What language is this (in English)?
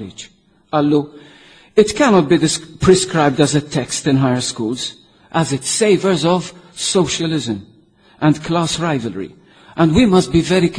Maltese